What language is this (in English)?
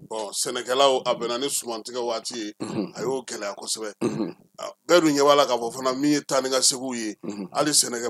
Bambara